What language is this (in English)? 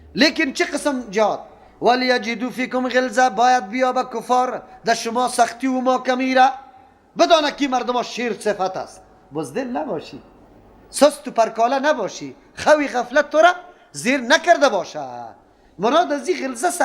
Persian